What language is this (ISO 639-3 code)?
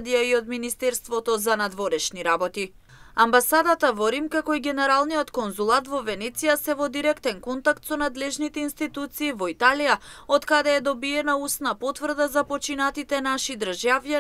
mkd